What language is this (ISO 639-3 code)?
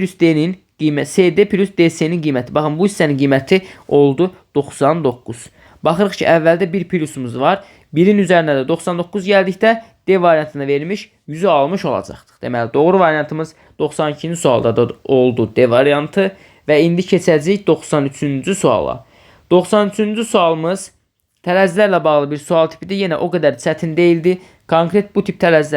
aze